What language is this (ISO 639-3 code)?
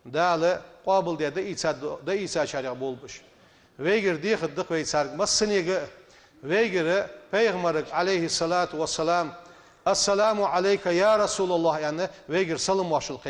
inh